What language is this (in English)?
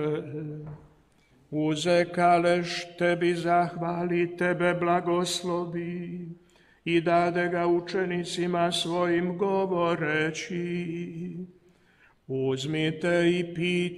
Croatian